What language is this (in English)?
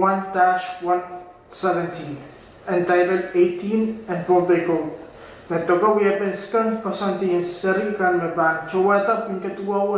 Pohnpeian